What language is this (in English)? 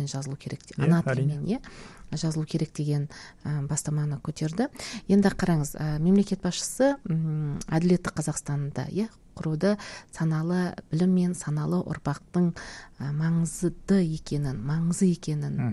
Kazakh